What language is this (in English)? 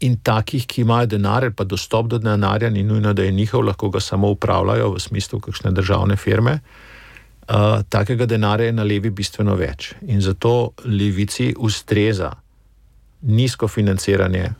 Slovenian